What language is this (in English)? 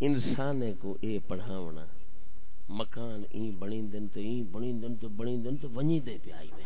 Saraiki